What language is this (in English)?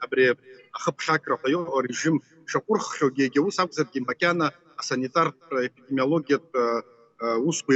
Abkhazian